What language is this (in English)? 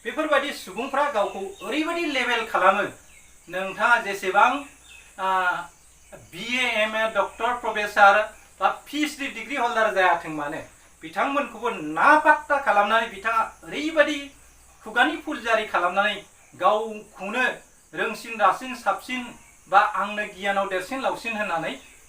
Bodo